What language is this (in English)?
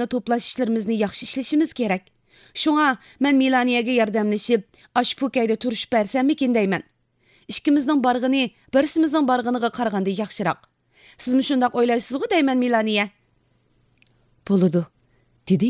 Uyghur